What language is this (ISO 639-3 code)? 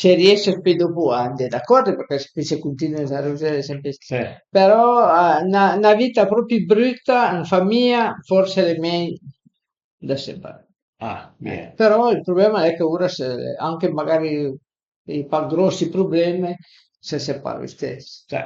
pms